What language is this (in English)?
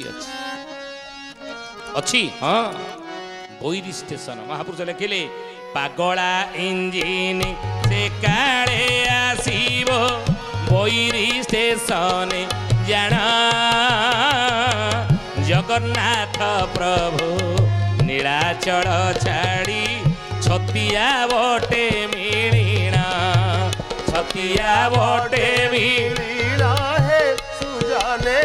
Odia